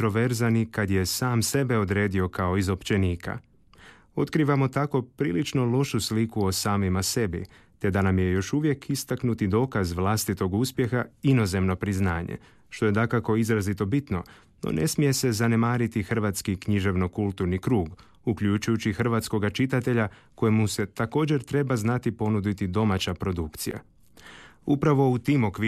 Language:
Croatian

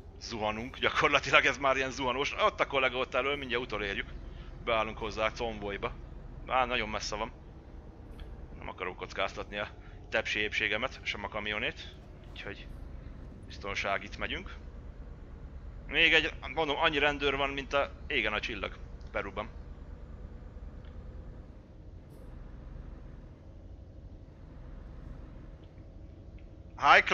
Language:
Hungarian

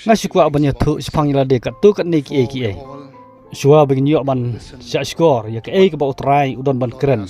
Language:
Khasi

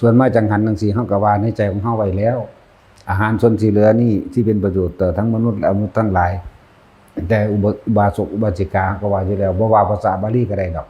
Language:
Northeastern Thai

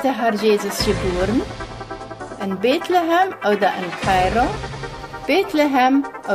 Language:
Plautdietsch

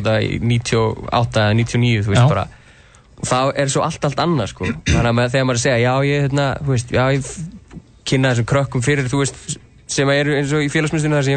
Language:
Icelandic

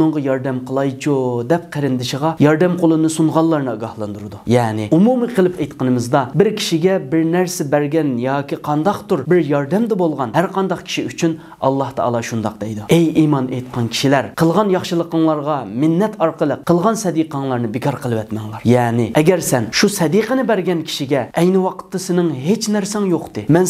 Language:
Uyghur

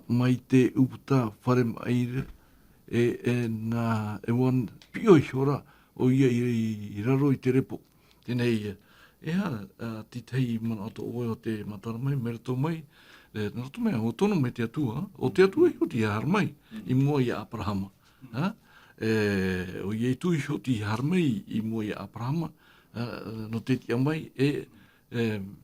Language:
Tahitian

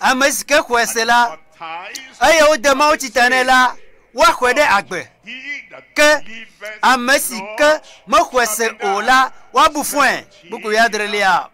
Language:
Ewe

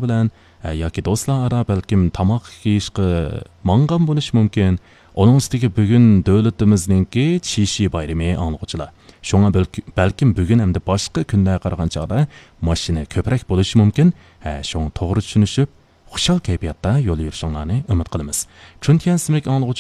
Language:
Uyghur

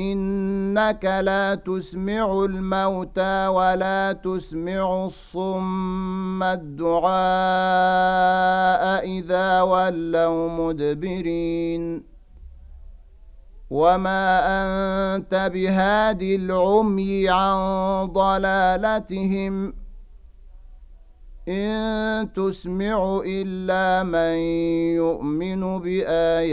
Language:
Arabic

